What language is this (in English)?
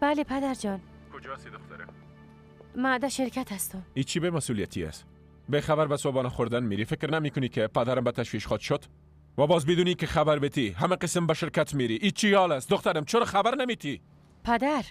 Persian